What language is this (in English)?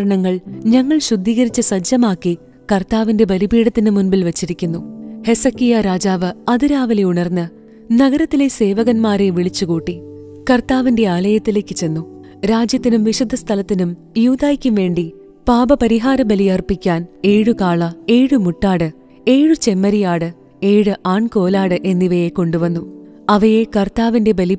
Malayalam